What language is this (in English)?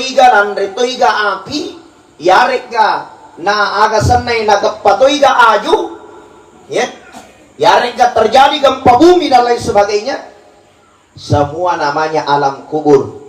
Buginese